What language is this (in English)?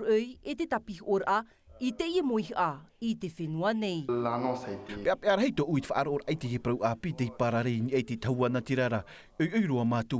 Tahitian